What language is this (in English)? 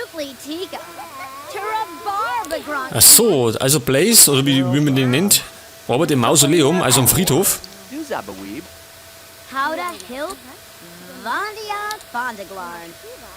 Bavarian